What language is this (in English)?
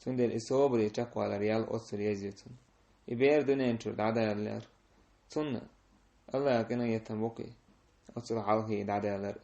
Chechen